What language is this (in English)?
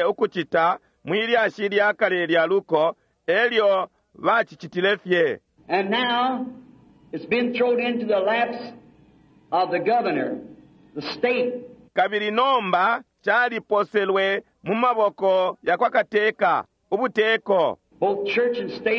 Bemba